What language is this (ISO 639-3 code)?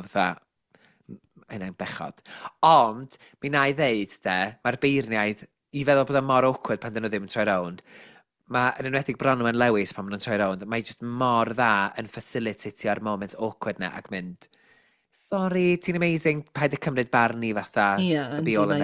cym